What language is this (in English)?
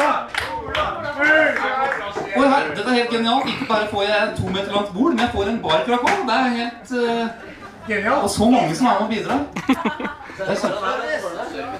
Norwegian